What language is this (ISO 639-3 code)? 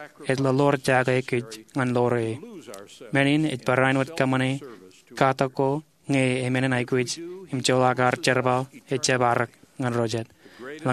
mah